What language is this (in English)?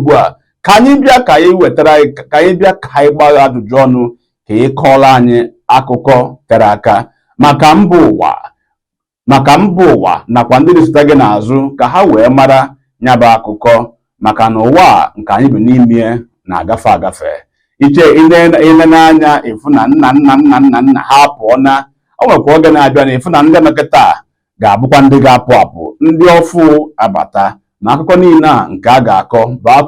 Igbo